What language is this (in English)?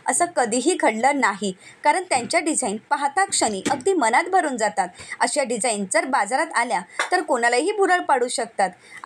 Marathi